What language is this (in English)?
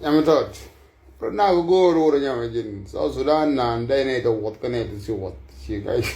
Nuer